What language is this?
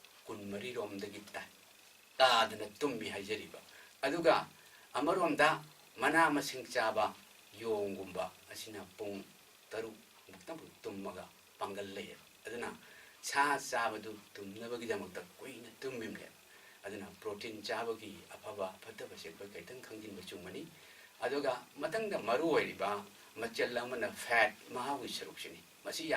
Manipuri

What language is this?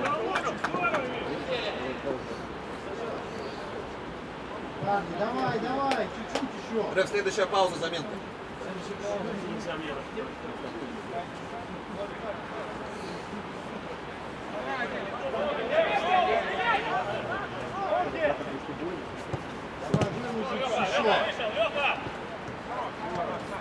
Russian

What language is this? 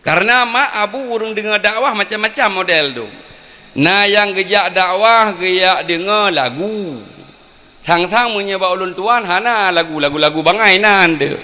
Achinese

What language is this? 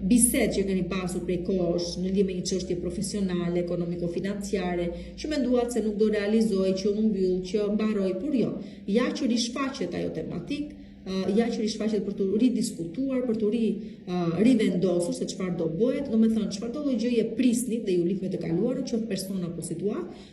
Albanian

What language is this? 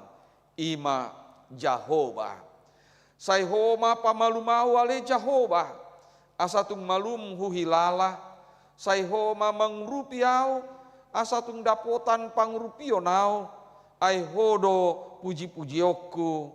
Batak Toba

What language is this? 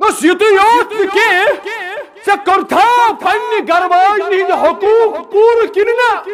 Kashmiri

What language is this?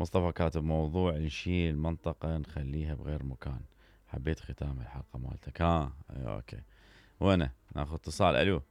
Mesopotamian Arabic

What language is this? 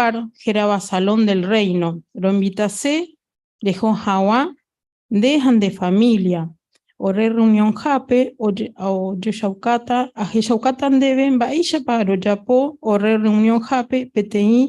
Guarani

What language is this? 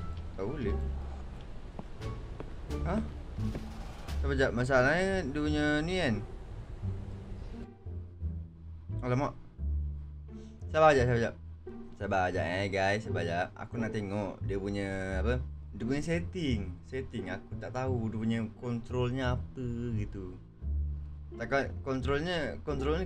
Malay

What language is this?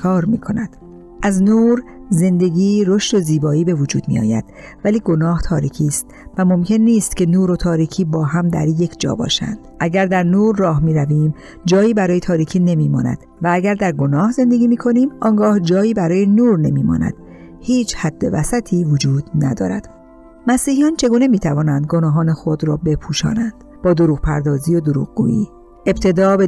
Persian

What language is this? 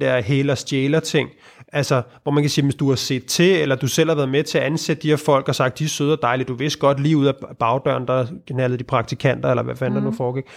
Danish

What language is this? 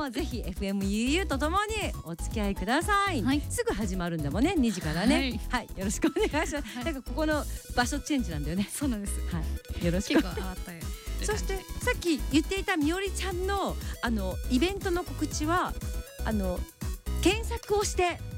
Japanese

